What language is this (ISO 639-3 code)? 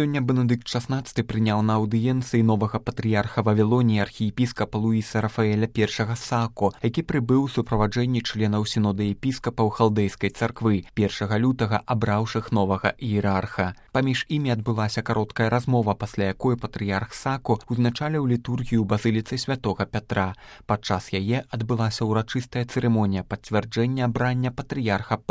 bel